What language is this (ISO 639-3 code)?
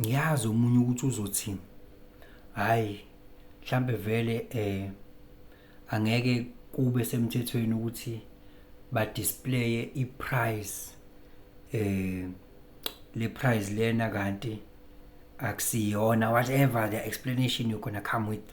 zul